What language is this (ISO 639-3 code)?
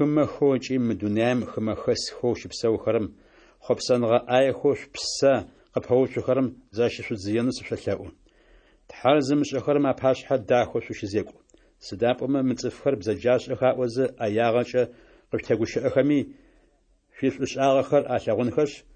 ady